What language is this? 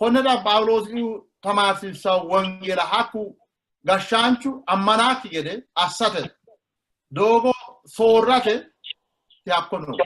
Sidamo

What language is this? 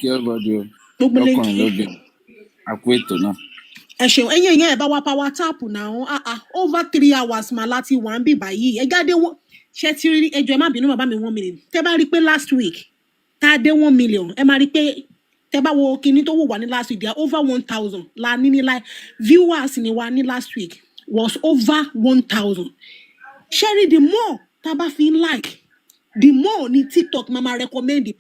Yoruba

